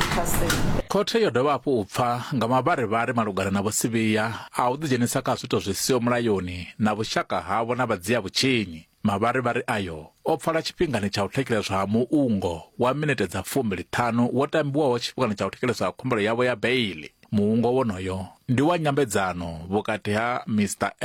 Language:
Venda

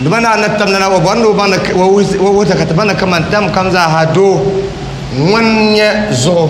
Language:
Dagbani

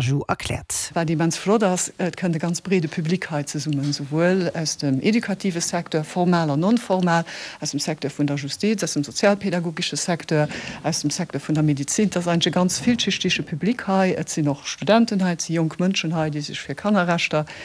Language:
Luxembourgish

